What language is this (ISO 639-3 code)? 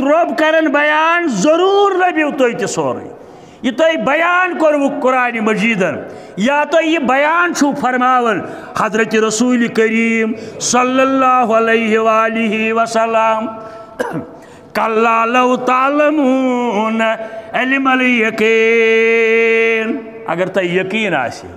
kas